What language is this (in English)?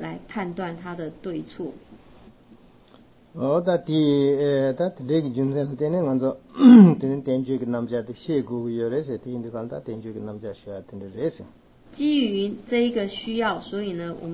Chinese